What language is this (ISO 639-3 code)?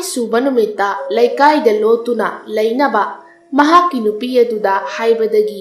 mni